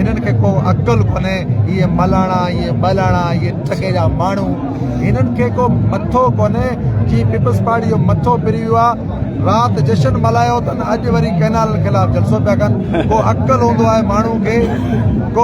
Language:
Sindhi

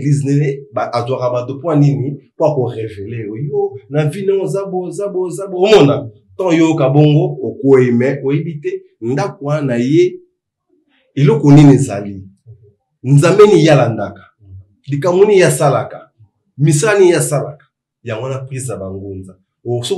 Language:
Lingala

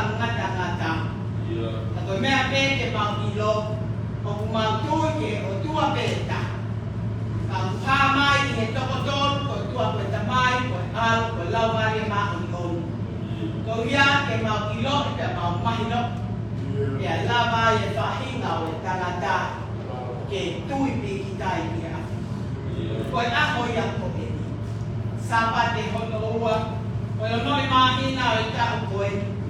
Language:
Tongan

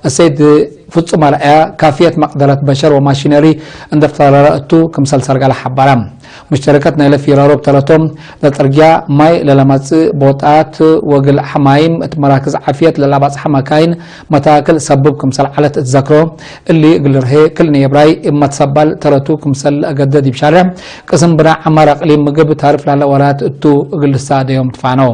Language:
Tigre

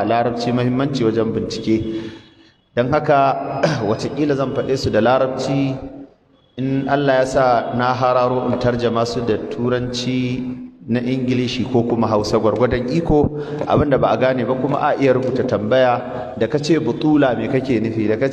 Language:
Hausa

